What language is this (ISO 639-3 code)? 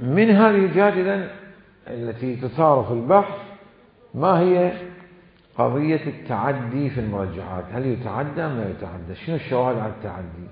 acm